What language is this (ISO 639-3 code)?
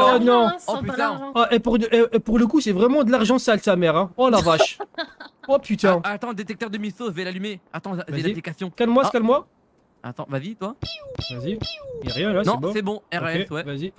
fra